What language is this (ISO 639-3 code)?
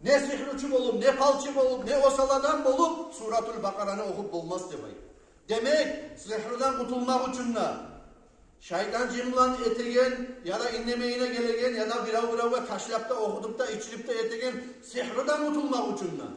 kum